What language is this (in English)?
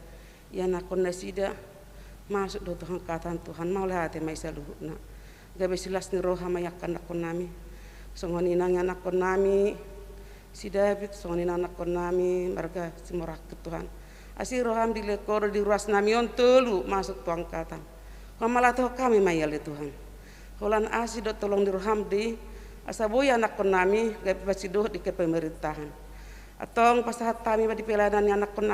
Batak Toba